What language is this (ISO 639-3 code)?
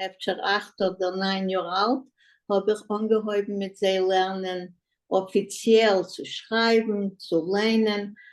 yid